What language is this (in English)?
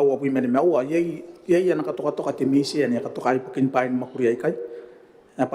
Gilbertese